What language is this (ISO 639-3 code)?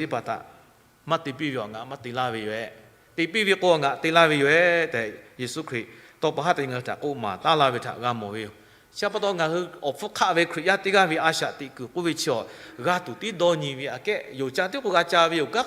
lhu